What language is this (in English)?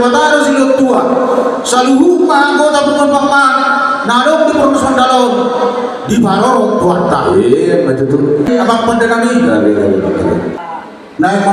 Batak Toba